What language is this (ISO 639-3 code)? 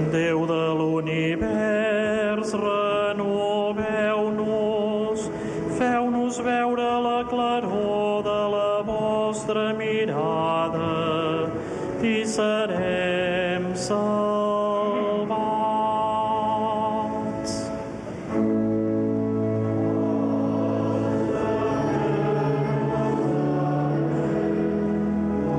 cat